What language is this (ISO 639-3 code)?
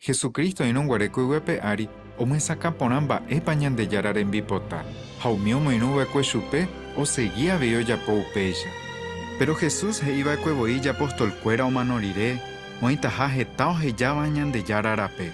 grn